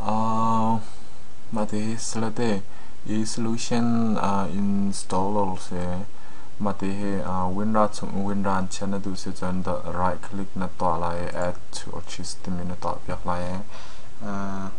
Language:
Hakha Chin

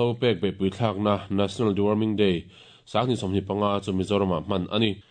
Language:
Mizo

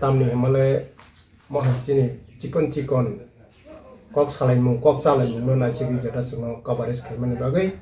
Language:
Kok Borok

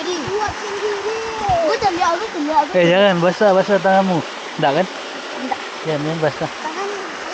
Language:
Minangkabau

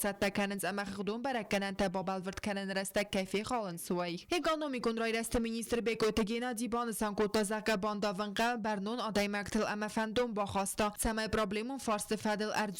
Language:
Ossetic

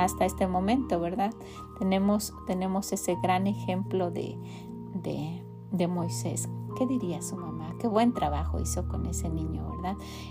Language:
Spanish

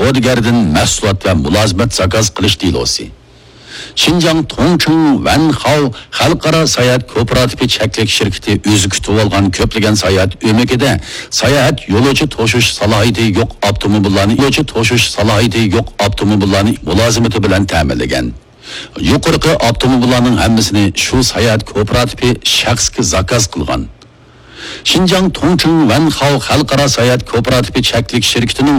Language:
Uyghur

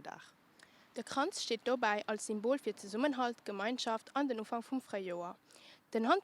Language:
Luxembourgish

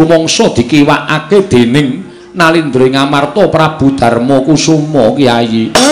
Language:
Javanese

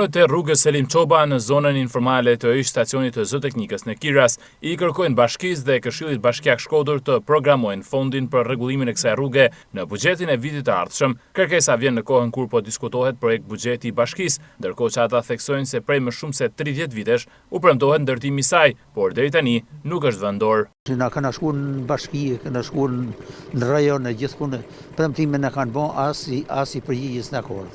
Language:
Albanian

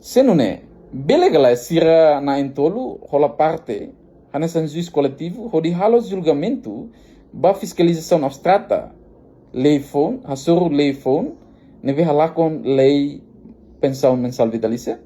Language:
Tetum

